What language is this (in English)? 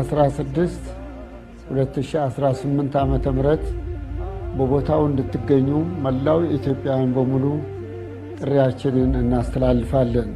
Amharic